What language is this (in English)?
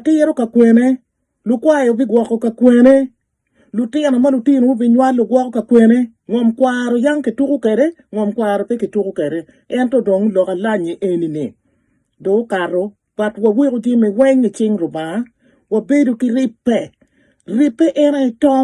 Acoli